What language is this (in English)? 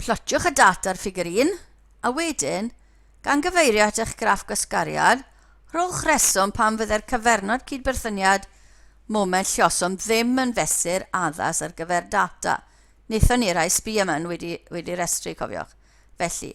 Welsh